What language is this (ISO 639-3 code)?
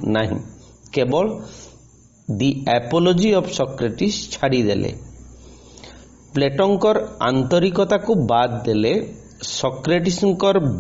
ori